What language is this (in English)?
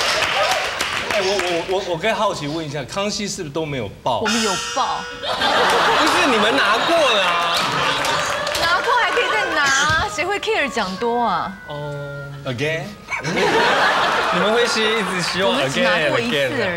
Chinese